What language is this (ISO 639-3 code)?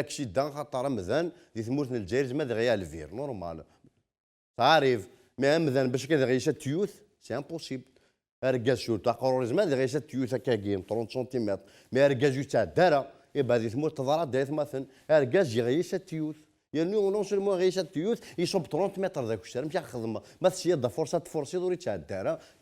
kab